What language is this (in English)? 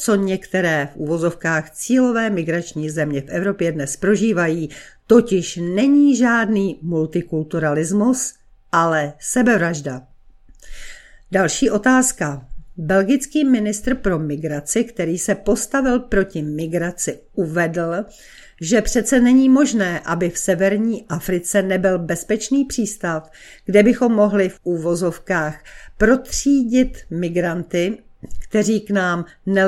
Czech